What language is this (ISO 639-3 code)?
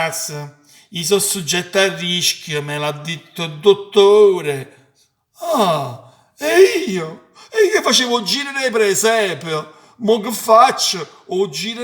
nap